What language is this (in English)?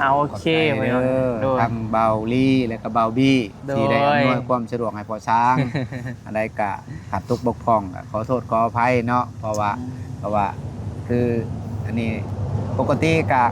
Northeastern Thai